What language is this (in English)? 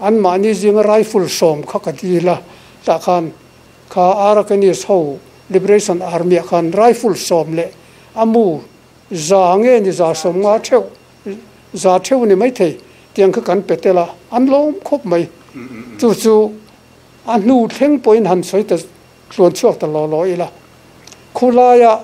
Mizo